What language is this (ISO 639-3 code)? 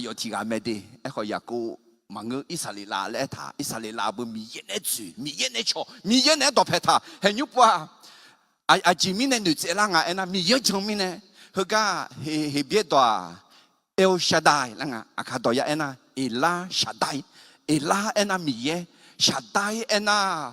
ahk